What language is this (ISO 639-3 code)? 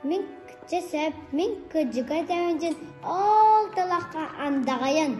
sah